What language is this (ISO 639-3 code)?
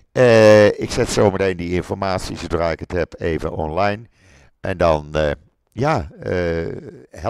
nld